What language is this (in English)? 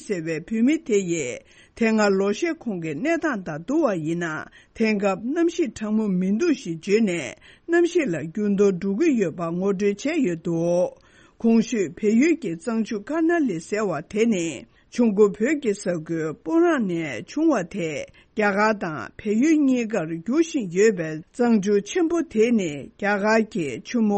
Tibetan